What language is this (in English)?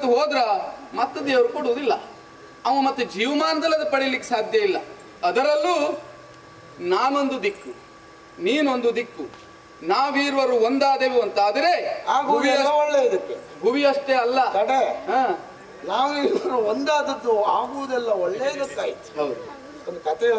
Kannada